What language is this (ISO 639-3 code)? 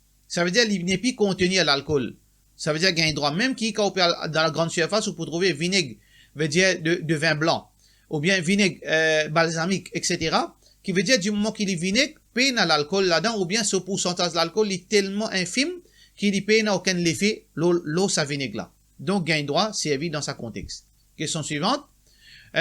mfe